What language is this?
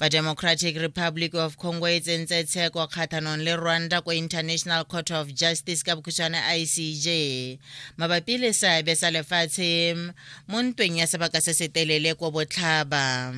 Tswana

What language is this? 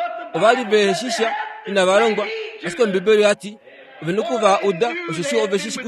Kuanyama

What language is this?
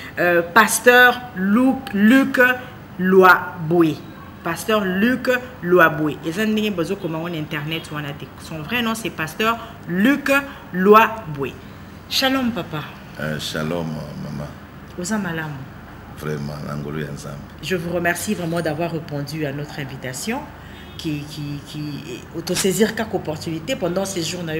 Lingala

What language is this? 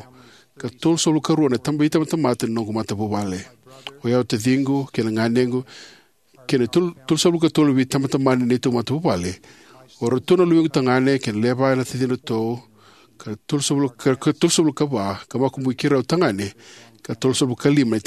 Fijian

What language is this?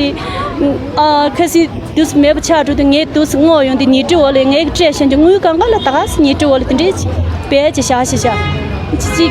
Tibetan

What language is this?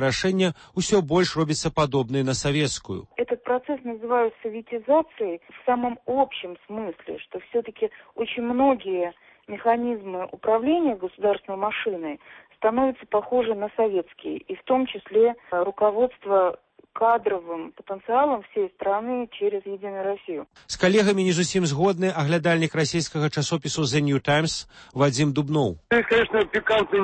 Belarusian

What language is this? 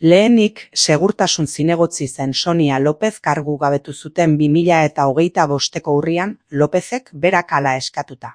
Basque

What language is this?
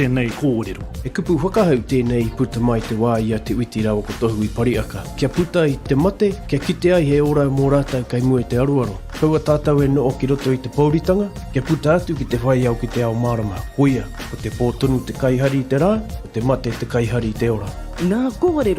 Māori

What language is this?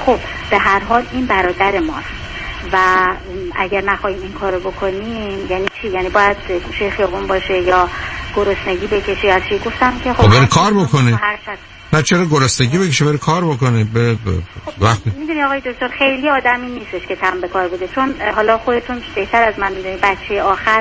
Persian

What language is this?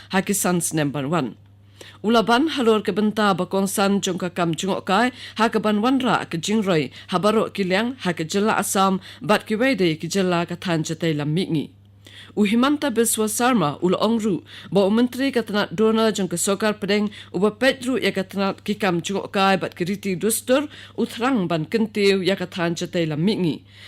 Khasi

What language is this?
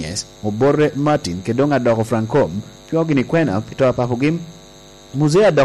Lango (Uganda)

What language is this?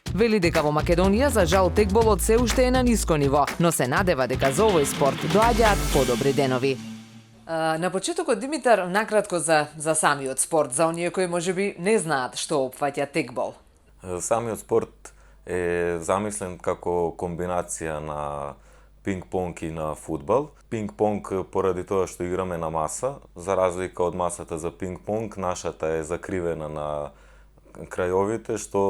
Macedonian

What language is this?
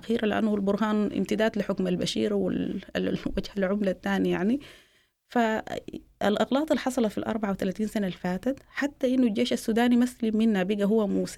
Sudanese Arabic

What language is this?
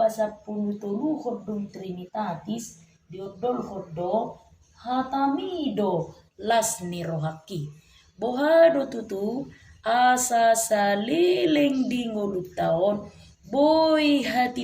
Batak Toba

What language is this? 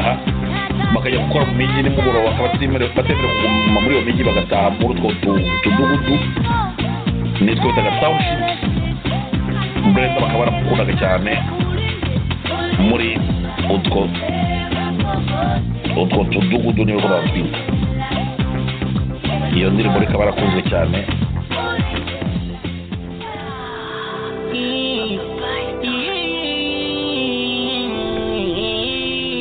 Kinyarwanda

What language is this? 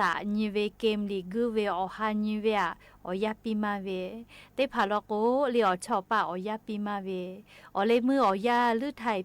Lahu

